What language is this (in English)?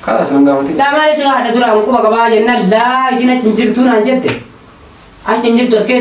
Oromo